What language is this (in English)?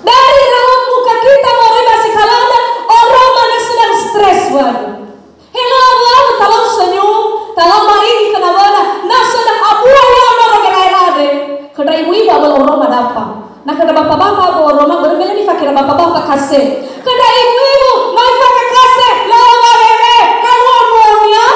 Nias